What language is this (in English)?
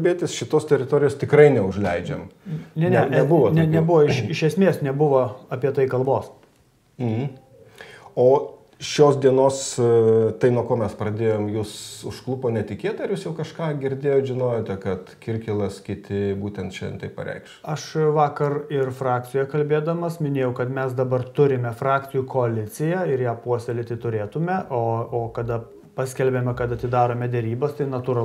Lithuanian